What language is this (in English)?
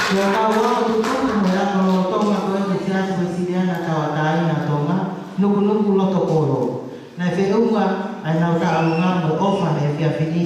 Tongan